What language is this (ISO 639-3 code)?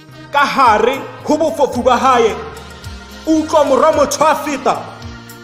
tsn